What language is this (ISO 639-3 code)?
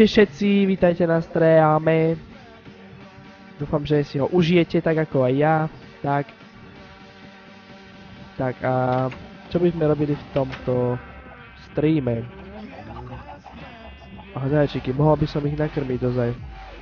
slk